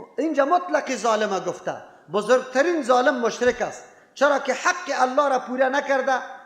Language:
Persian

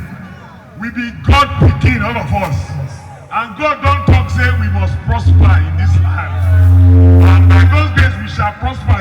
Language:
Nigerian Pidgin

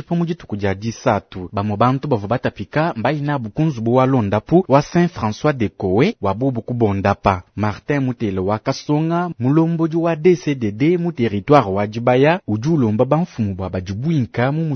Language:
Luba-Lulua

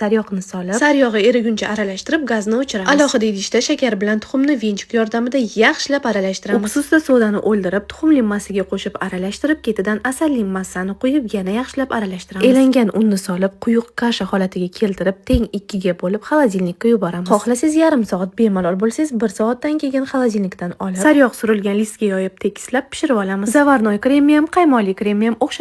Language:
Uzbek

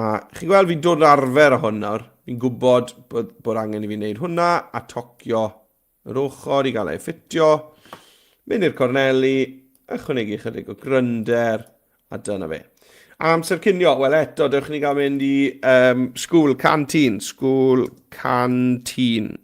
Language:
Welsh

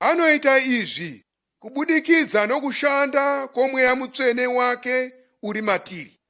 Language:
Shona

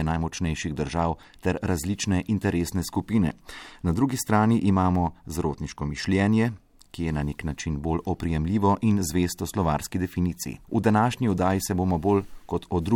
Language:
Slovenian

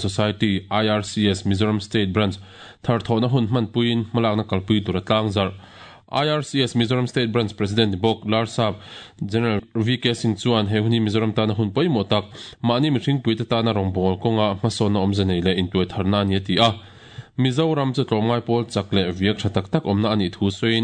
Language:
Mizo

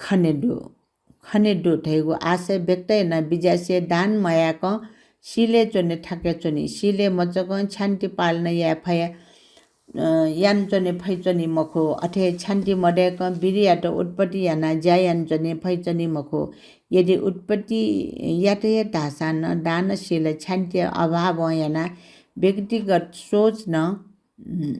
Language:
Newari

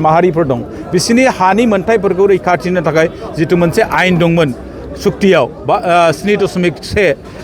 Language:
Bodo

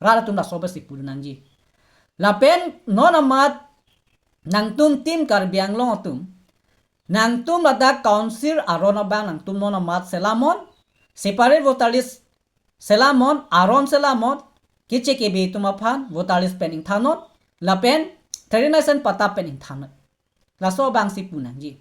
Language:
Karbi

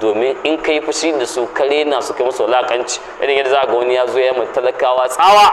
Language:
Hausa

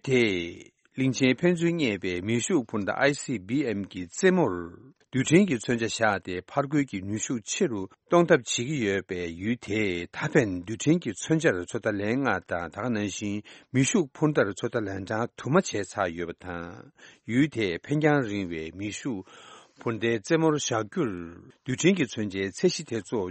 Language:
Tibetan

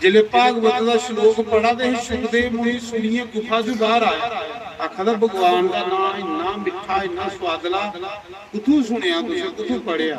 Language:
Dogri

